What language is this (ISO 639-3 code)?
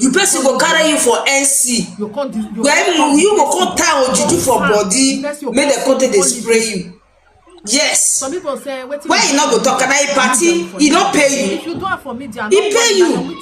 pcm